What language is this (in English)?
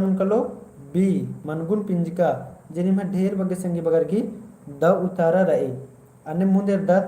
Kurukh